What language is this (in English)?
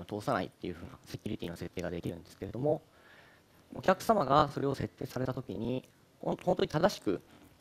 Japanese